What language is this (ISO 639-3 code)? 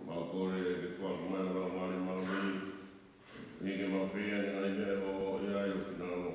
ton